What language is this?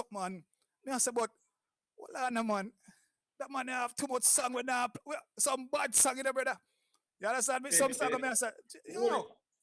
Jamaican Creole English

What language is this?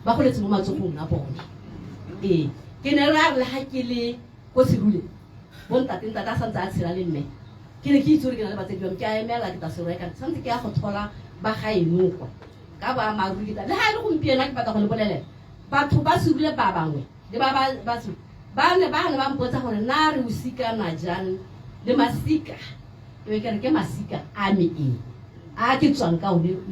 Tswana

